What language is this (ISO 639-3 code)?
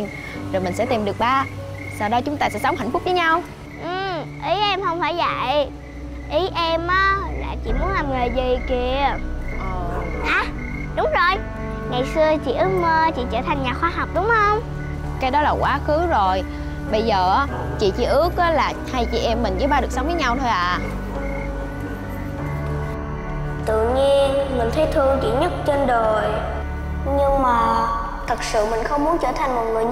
vie